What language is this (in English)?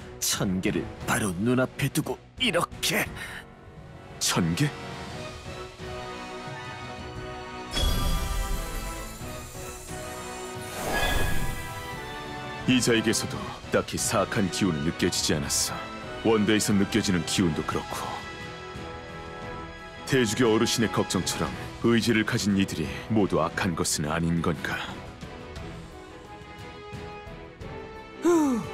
Korean